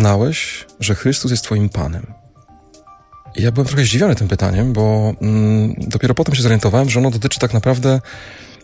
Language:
Polish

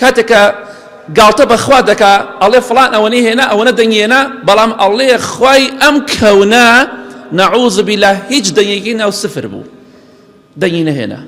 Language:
Central Kurdish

